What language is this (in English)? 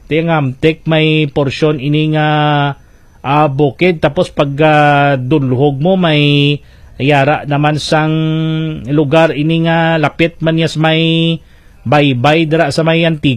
Hiligaynon